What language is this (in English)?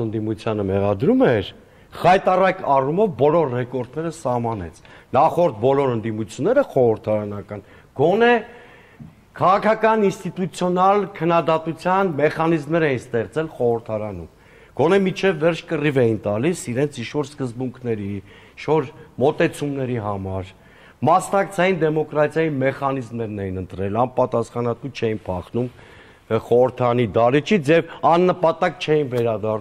Armenian